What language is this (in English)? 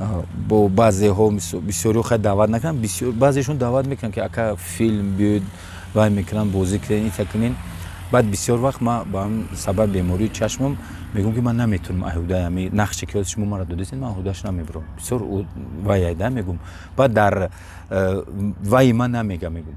Tajik